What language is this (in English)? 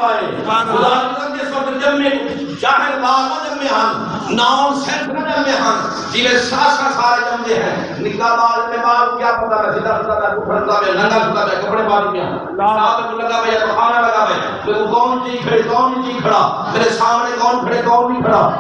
Saraiki